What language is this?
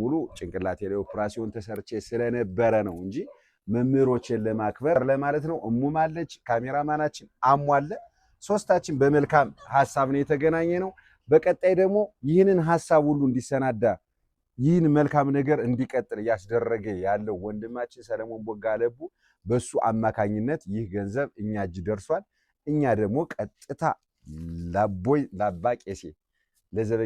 Amharic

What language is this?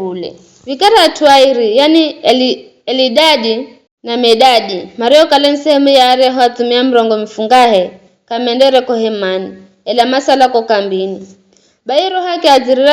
Giryama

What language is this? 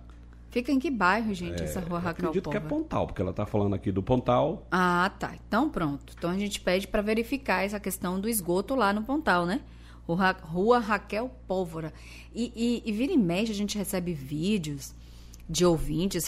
Portuguese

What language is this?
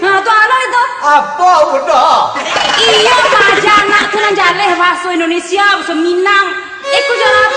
Minangkabau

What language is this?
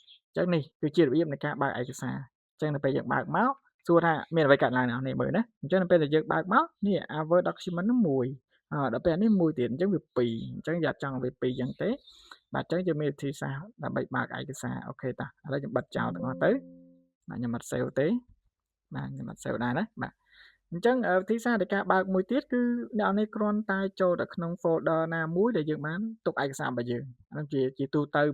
Khmer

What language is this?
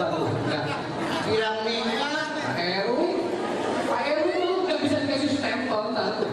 Betawi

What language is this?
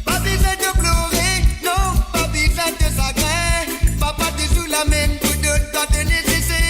Morisyen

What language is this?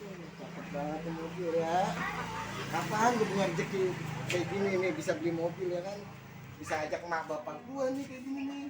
Betawi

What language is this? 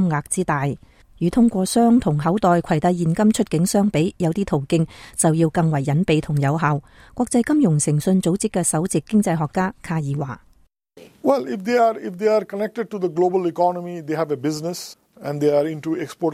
Cantonese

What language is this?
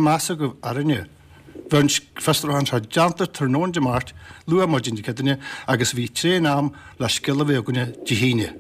Irish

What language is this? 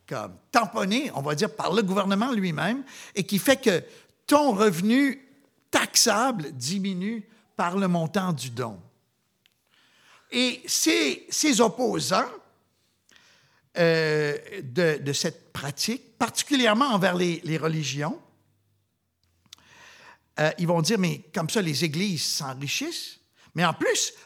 French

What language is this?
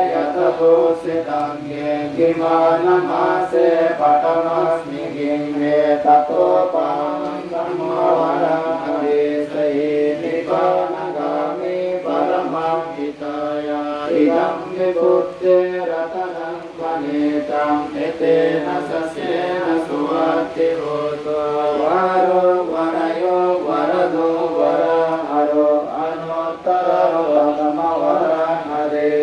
Pali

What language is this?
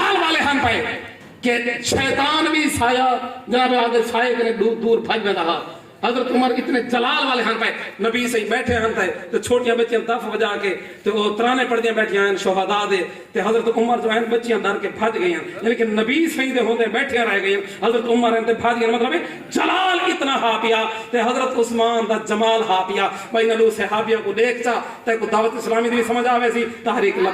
Saraiki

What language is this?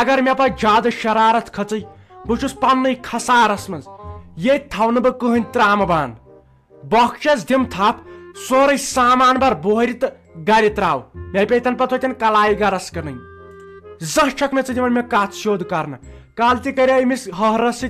Kashmiri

